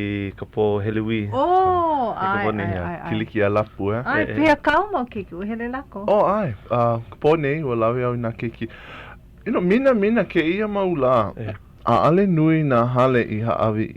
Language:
Hawaiian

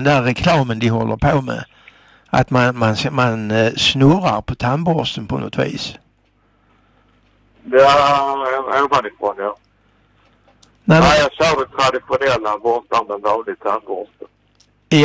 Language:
Swedish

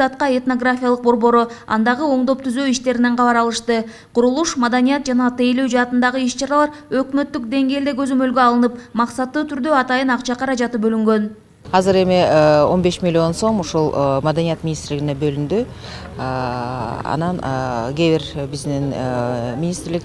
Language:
Kyrgyz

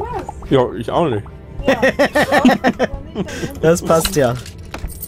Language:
German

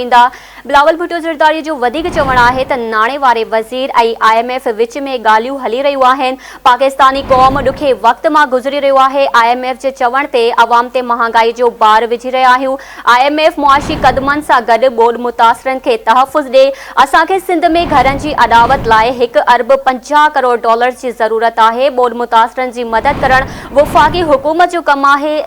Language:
Sindhi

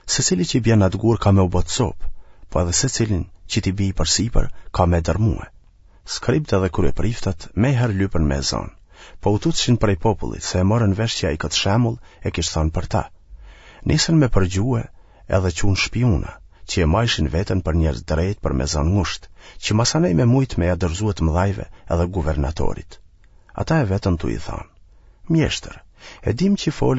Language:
Albanian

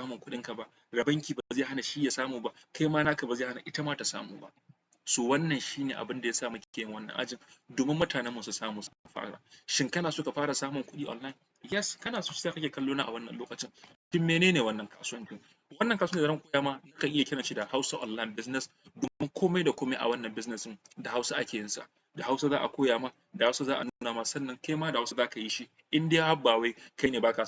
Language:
Hausa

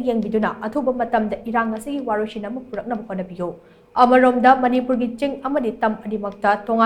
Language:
Manipuri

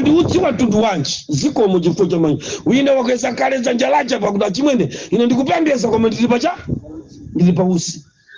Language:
Nyanja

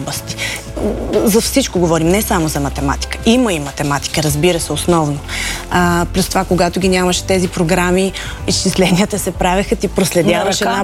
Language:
Bulgarian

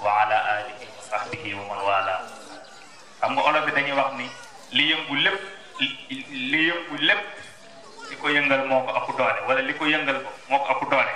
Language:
Wolof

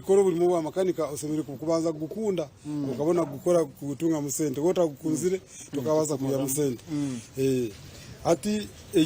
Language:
Nyankole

